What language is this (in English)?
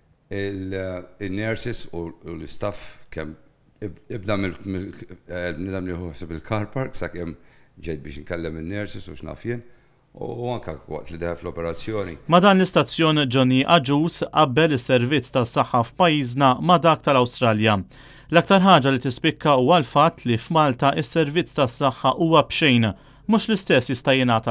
Maltese